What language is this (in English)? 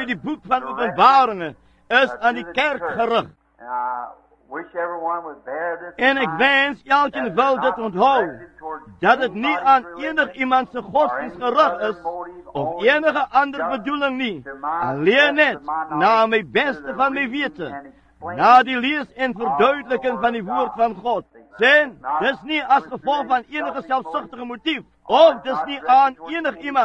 Afrikaans